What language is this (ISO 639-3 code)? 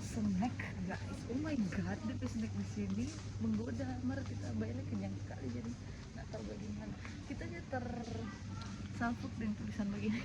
xmm